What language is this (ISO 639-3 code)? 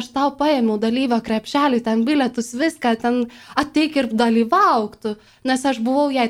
lit